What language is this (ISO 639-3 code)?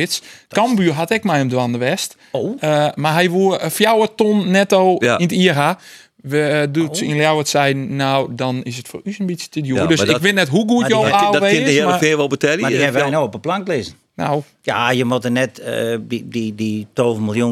fry